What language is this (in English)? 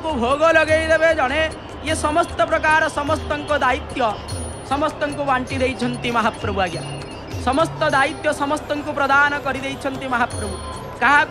Odia